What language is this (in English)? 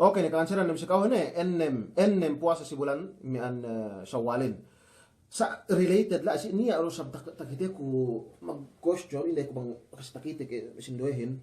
Yakan